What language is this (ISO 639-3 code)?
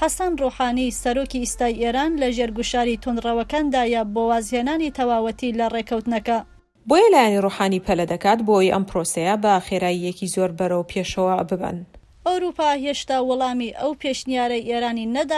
ckb